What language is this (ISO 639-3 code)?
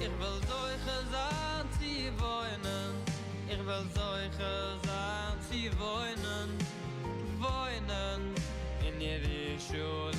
yid